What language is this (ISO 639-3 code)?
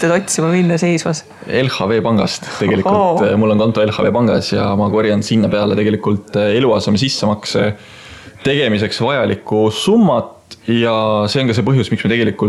est